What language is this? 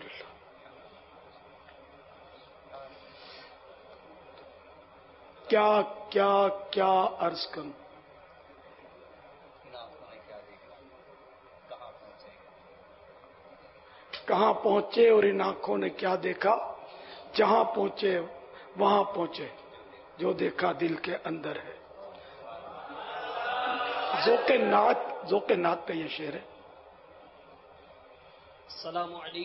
Urdu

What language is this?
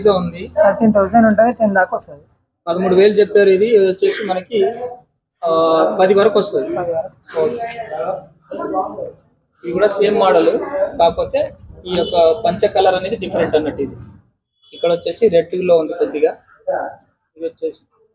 Telugu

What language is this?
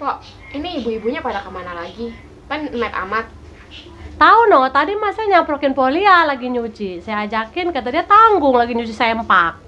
Betawi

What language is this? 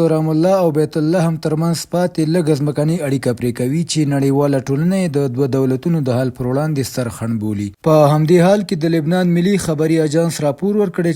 Pashto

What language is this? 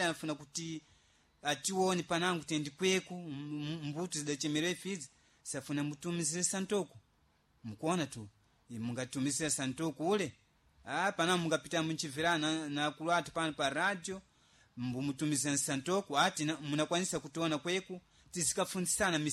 Sena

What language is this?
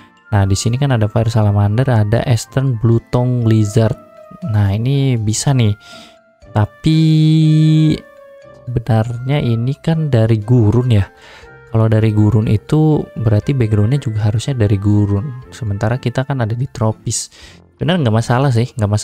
Indonesian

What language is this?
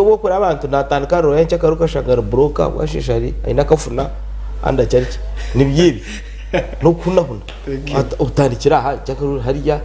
Nyankole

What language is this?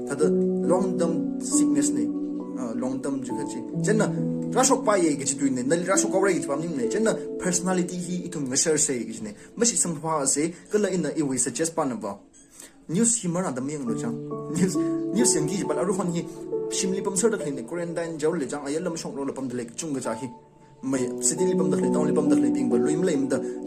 Tangkhul Naga (India)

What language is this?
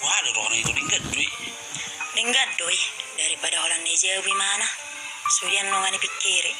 Batak Toba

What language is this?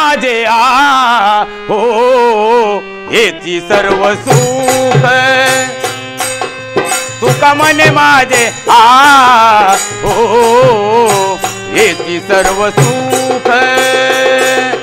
Marathi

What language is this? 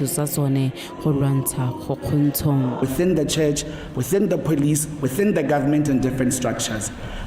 Tswana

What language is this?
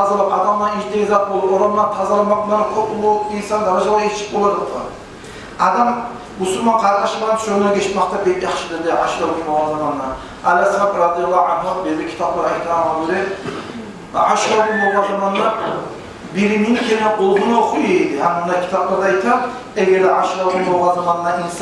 Kumyk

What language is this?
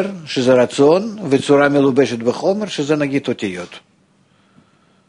Hebrew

